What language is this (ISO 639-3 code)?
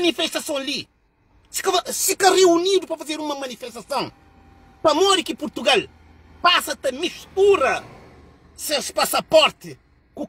kea